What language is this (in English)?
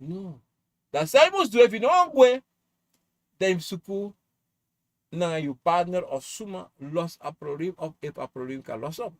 Sranan Tongo